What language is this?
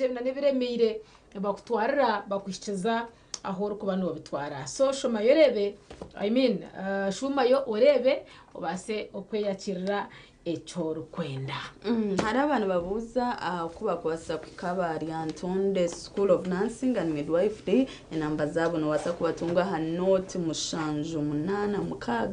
Nyankole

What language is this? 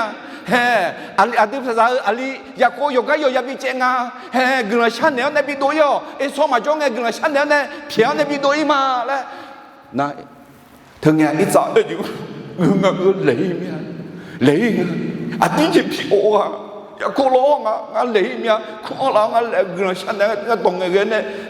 Akha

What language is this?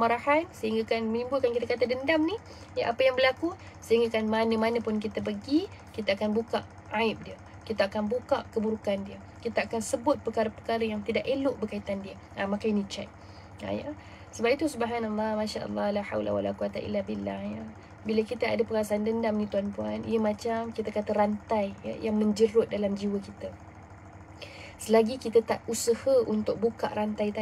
Malay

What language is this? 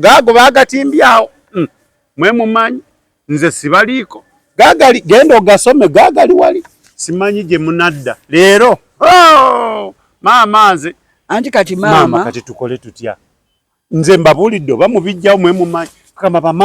Ganda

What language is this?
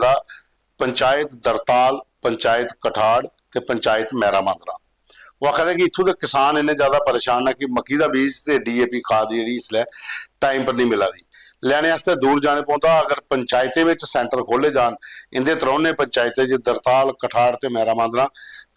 Dogri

